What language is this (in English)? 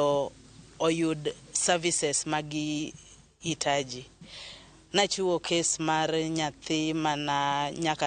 Luo (Kenya and Tanzania)